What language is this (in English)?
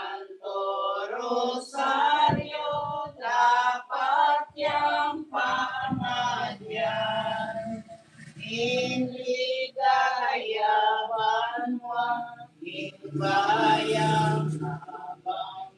Pampanga